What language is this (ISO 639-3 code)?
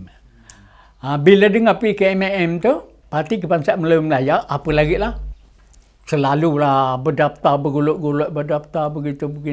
msa